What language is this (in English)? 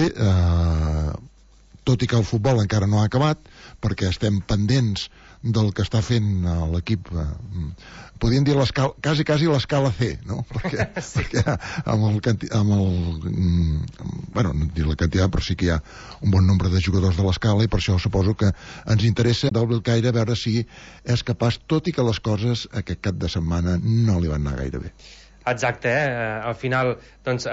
Catalan